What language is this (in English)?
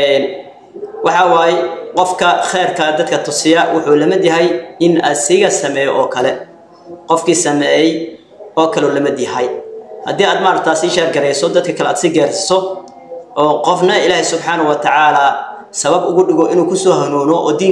Somali